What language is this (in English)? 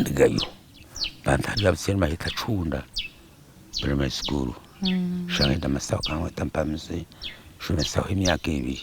Nyankole